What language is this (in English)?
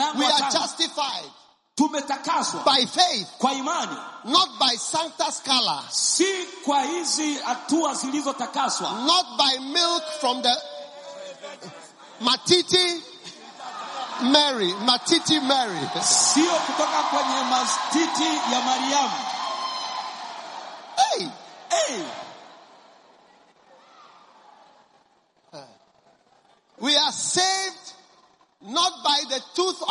Swahili